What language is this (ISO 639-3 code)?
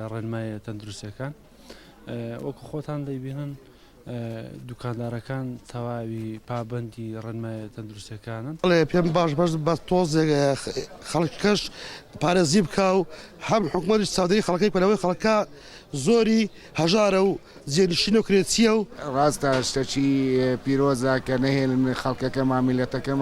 ckb